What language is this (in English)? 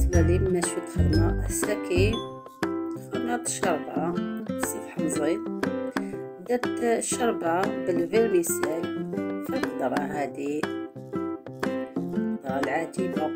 Algerian Arabic